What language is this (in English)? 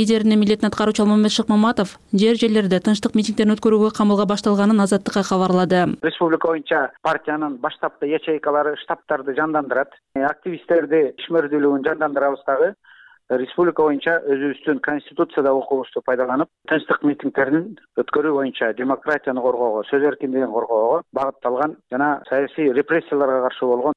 Kyrgyz